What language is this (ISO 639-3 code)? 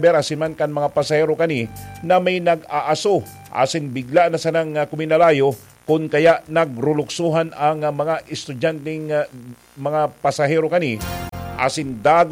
bik